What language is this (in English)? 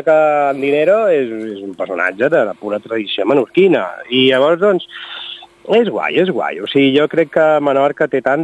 Catalan